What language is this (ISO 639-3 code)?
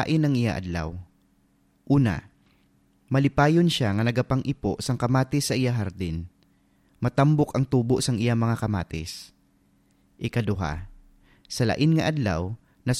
hil